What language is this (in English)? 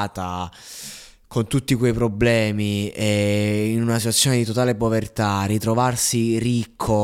Italian